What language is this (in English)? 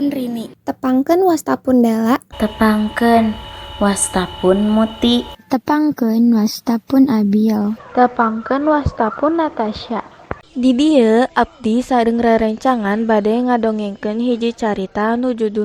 Sundanese